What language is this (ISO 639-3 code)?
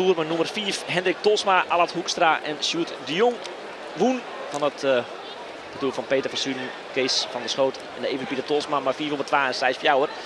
fry